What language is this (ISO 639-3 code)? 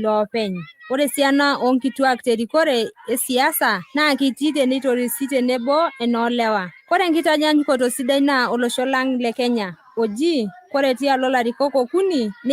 mas